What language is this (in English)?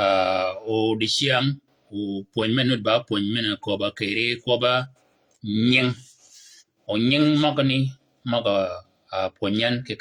Shilluk